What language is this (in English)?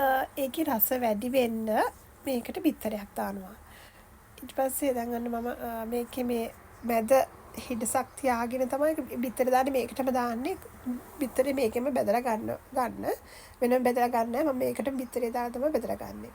Sinhala